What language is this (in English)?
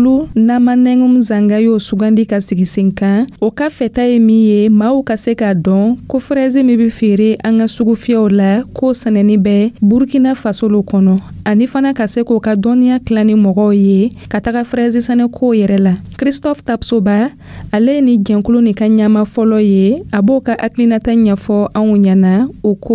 Dyula